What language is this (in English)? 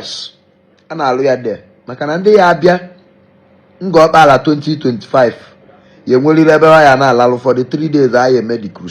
Igbo